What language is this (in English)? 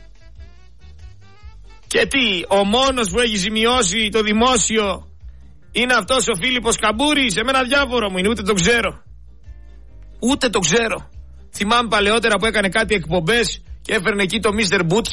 Greek